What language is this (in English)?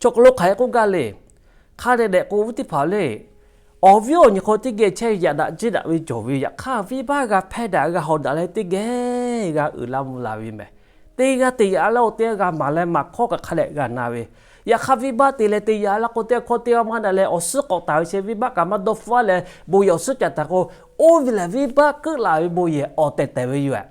Lahu